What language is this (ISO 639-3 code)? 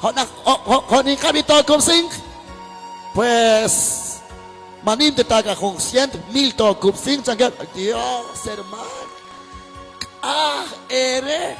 kek